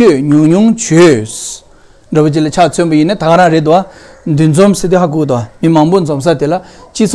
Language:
Tibetan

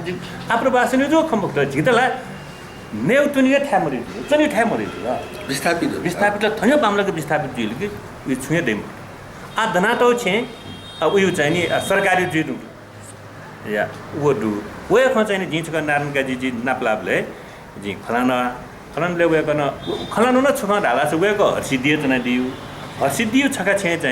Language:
Newari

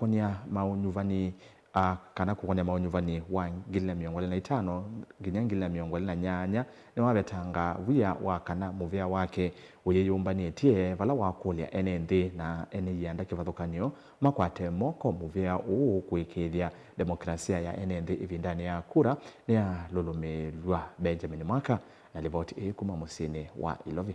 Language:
Kamba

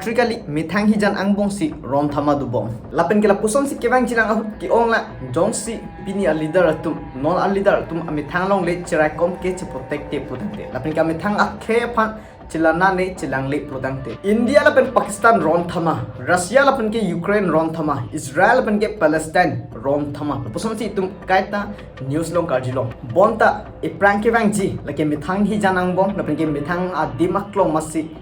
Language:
Karbi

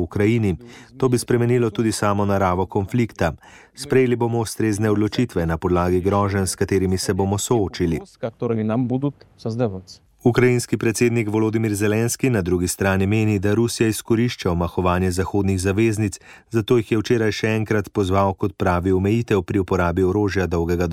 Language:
Slovenian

